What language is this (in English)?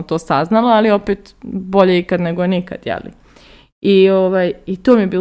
Serbian